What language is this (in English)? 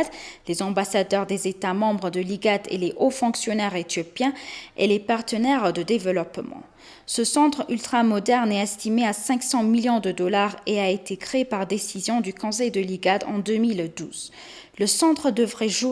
French